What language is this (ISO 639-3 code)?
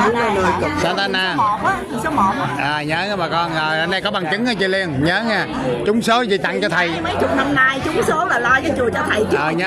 vie